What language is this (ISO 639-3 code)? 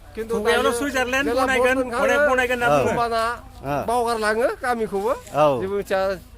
brx